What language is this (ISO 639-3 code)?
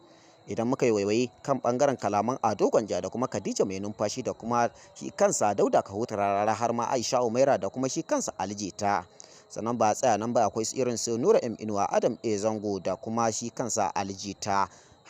hau